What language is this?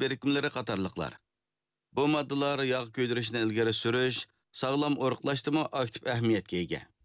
Uyghur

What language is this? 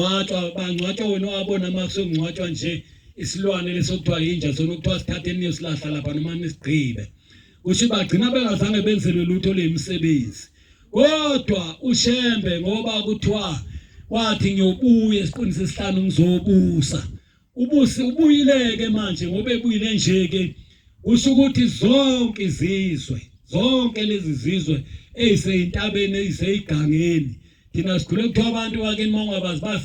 Zulu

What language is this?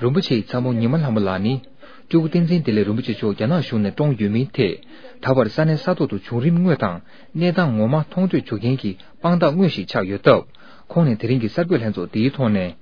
Tibetan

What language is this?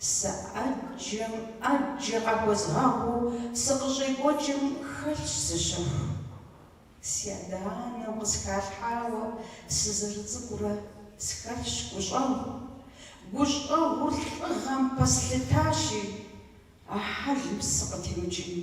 Kabardian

